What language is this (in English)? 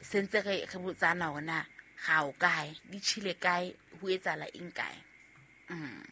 Southern Sotho